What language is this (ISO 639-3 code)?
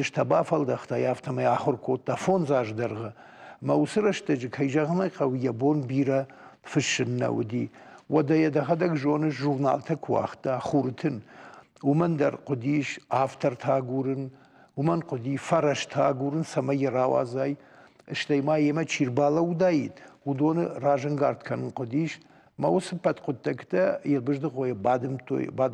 oss